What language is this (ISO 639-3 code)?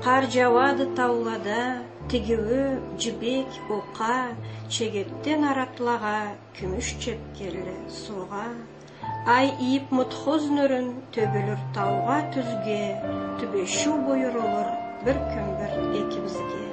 krc